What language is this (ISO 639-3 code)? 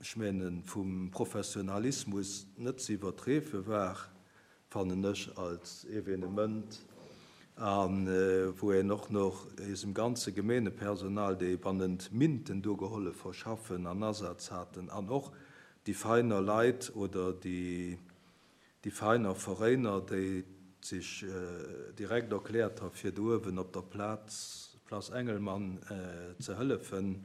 ltz